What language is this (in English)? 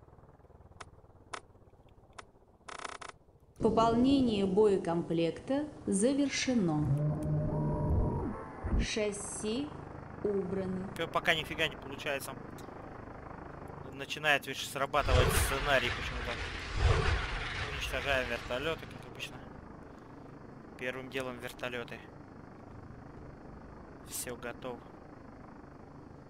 Russian